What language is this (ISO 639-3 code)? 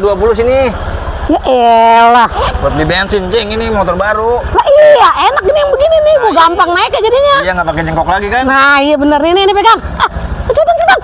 bew